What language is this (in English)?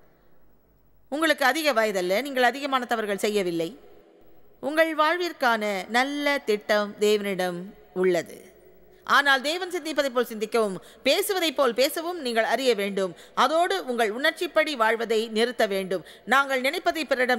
Tamil